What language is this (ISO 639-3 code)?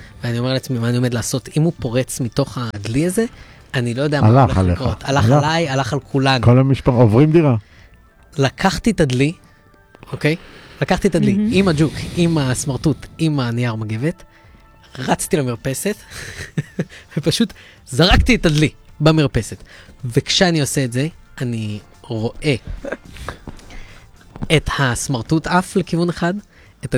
heb